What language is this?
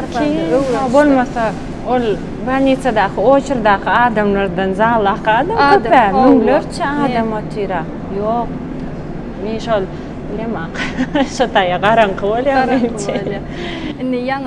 Turkmen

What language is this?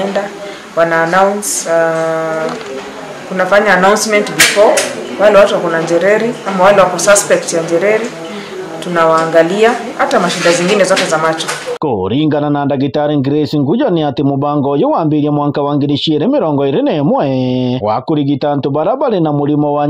Meru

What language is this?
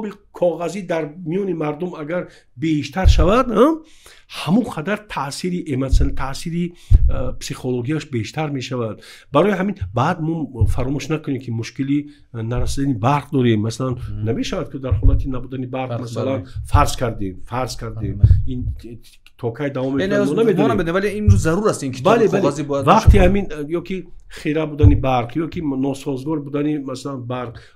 Tajik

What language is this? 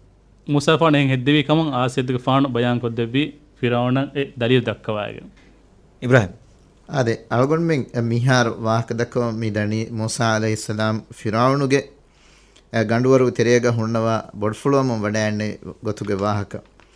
Divehi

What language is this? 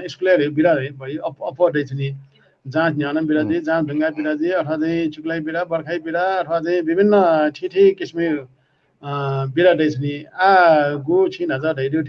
Newari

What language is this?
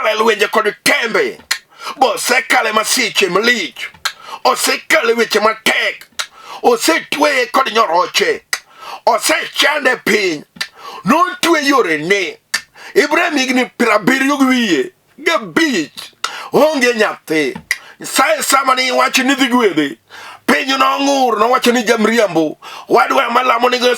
Luo (Kenya and Tanzania)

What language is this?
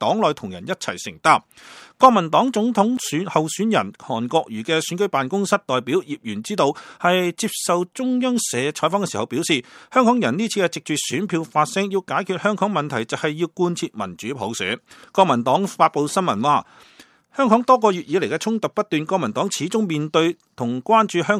Cantonese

